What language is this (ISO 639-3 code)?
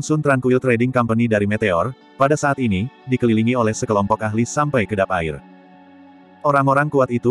ind